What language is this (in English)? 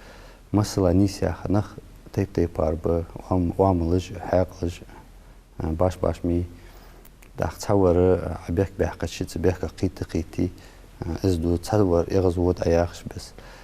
Ingush